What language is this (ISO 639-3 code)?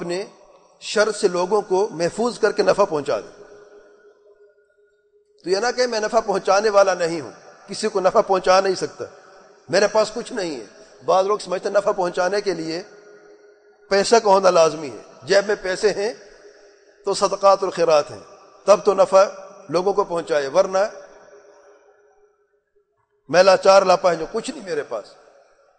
urd